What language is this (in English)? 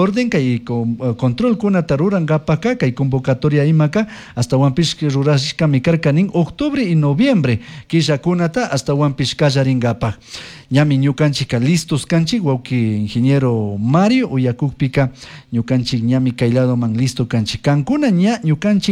Chimborazo Highland Quichua